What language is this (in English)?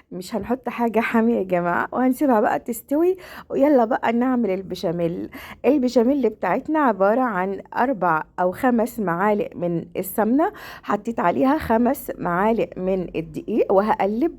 Egyptian Arabic